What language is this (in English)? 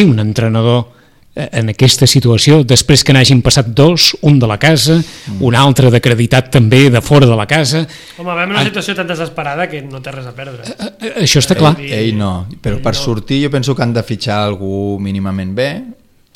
Catalan